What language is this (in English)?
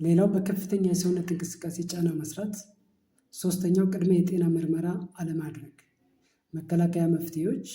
Amharic